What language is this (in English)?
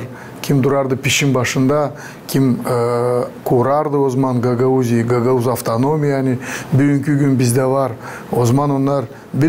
Gagauz